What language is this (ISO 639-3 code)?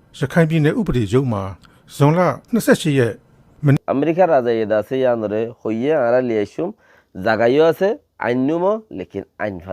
rhg